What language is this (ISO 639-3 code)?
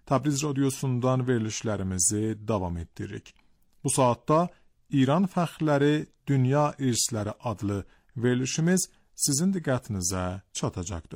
aze